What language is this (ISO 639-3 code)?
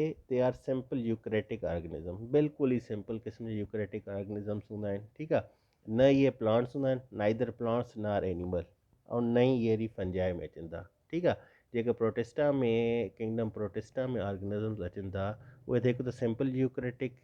snd